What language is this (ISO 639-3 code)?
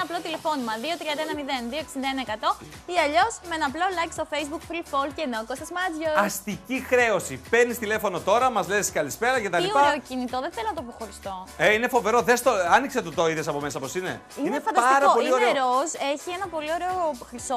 ell